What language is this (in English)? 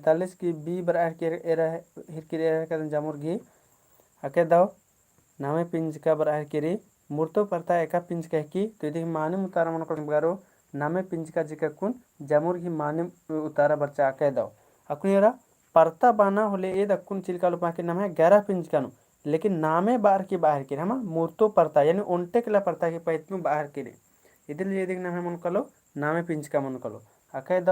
Kurukh